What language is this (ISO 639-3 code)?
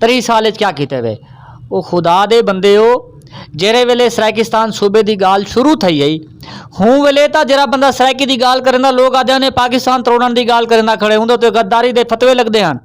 skr